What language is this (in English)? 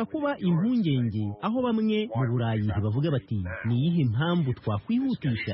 Kinyarwanda